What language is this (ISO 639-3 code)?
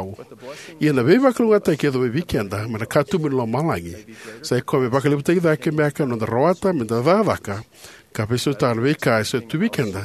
fij